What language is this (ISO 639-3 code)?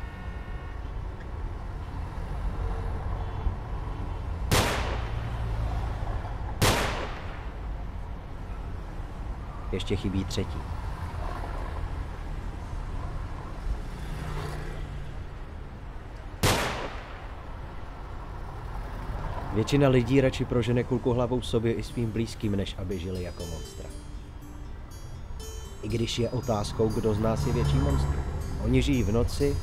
ces